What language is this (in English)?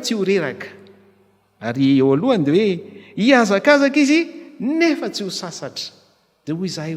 Malagasy